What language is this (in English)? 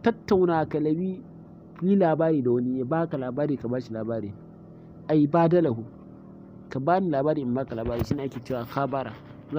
Hausa